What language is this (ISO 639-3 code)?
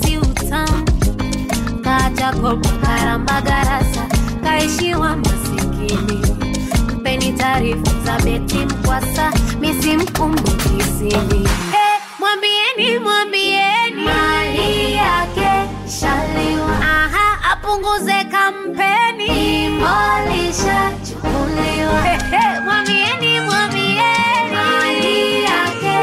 swa